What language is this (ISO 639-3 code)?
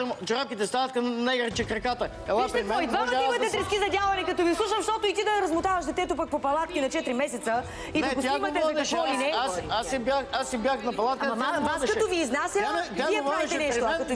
bul